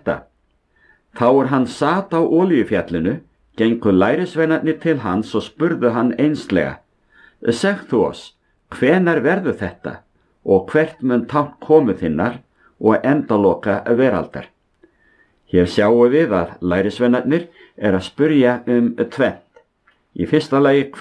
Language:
Icelandic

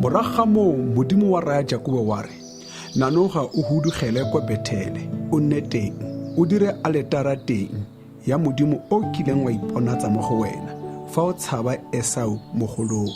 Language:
Tswana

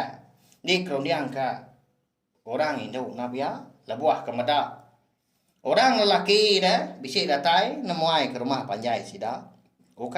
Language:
Iban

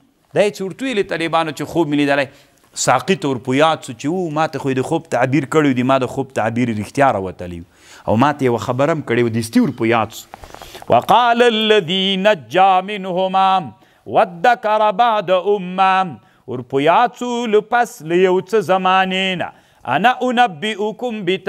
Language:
Pashto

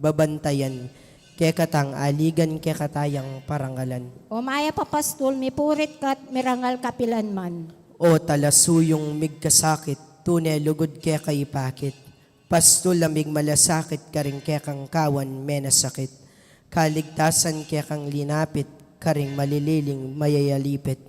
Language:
Pampanga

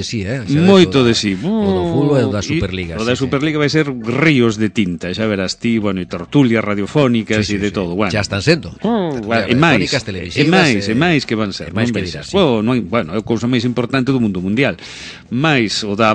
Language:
Galician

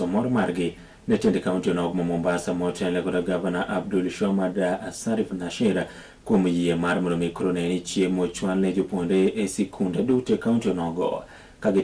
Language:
Luo (Kenya and Tanzania)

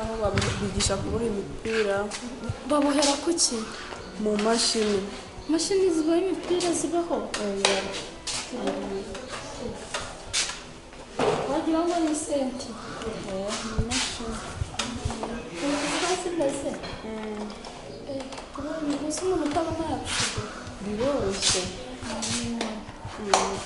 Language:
Kinyarwanda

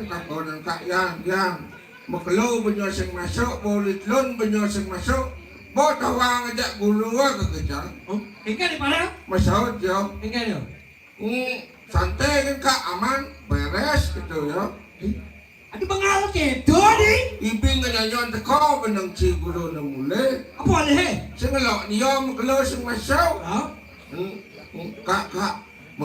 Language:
Balinese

